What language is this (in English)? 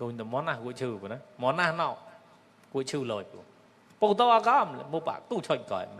Mon